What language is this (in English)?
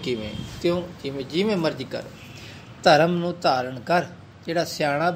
Punjabi